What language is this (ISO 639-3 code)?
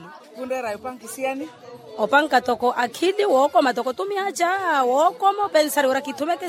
vmw